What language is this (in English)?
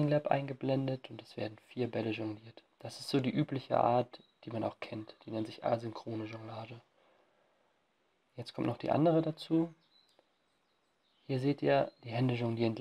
German